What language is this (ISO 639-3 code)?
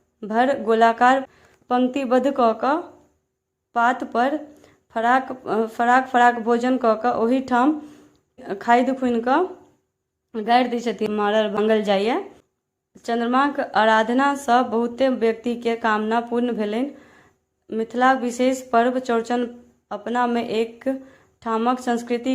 mai